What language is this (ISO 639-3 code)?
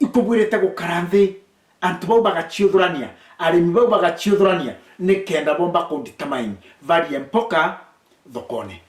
mer